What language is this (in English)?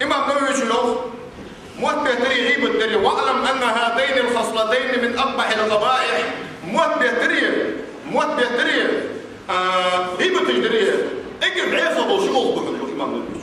Ingush